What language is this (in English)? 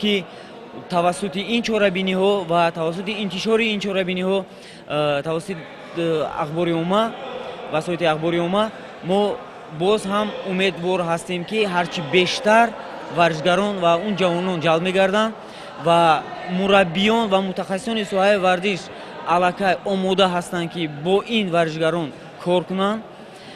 Tajik